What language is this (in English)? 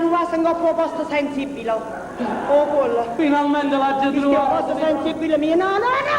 Neapolitan